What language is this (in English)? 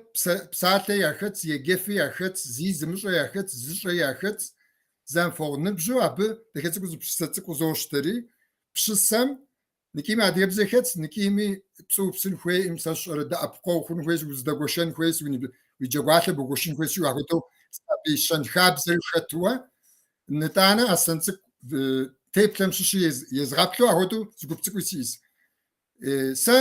Kabardian